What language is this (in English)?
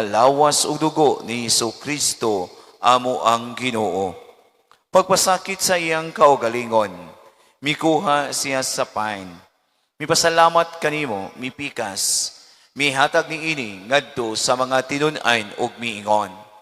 Cebuano